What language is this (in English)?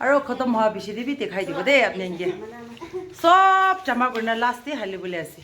Naga Pidgin